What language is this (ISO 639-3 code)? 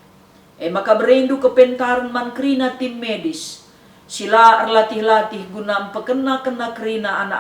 btx